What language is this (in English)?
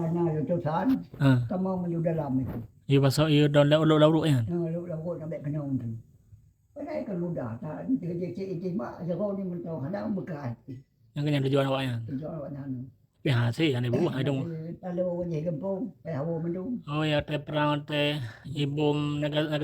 Achinese